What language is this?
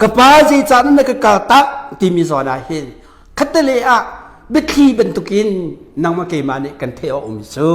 Hakha Chin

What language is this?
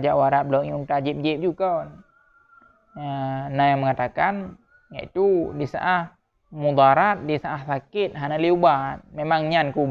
Achinese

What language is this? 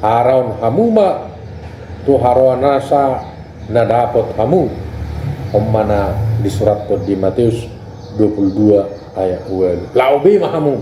Batak Toba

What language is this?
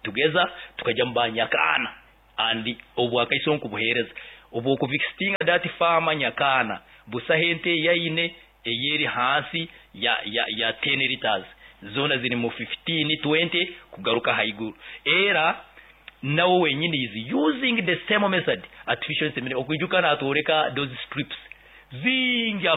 Nyoro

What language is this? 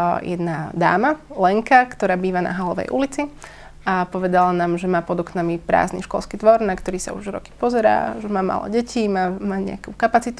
Slovak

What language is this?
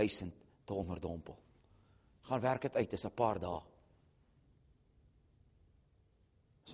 Afrikaans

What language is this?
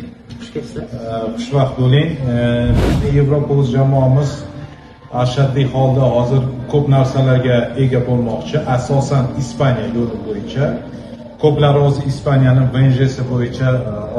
Uzbek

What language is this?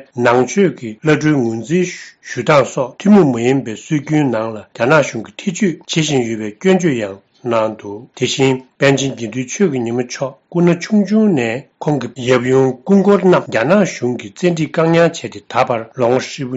Tibetan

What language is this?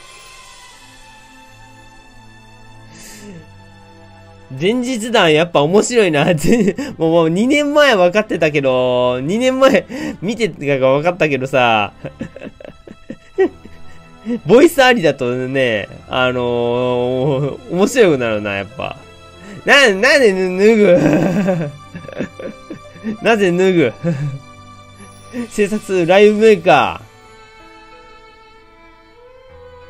Japanese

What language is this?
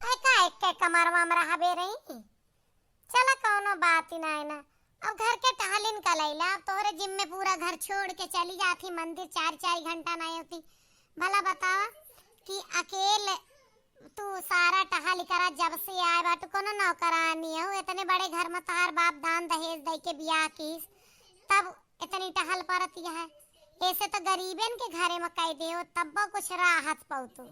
Awadhi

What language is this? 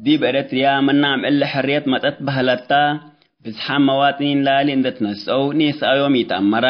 Tigre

